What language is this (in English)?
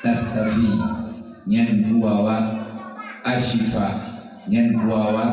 Achinese